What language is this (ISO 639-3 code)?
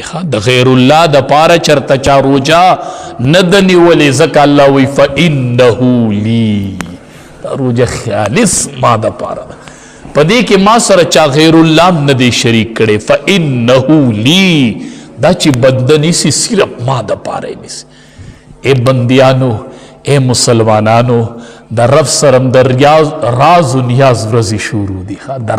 pus